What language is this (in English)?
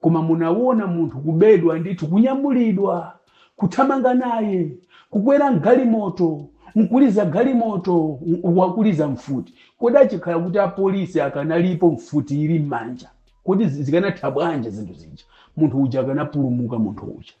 Nyanja